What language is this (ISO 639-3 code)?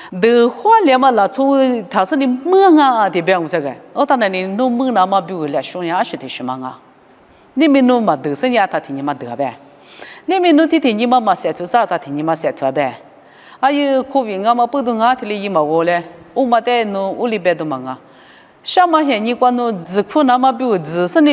lis